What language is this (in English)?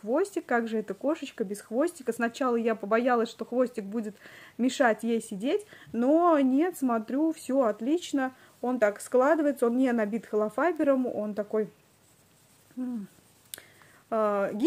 Russian